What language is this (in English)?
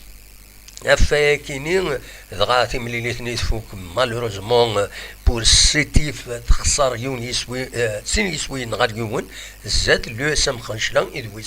Kabyle